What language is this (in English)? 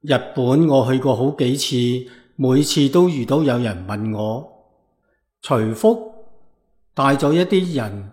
Cantonese